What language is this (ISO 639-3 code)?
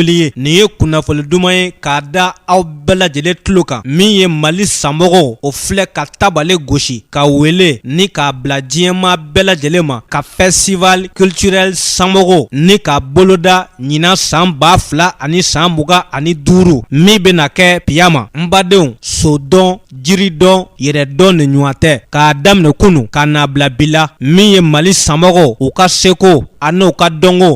bam